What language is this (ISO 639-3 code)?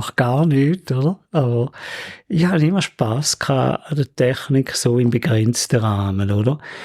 gsw